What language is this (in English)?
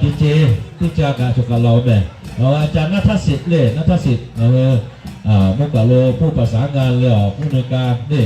Lahu